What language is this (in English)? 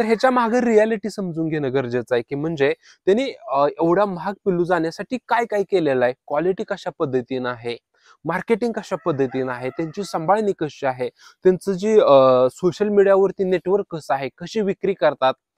Marathi